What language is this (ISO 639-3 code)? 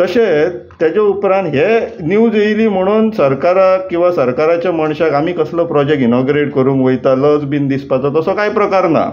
kok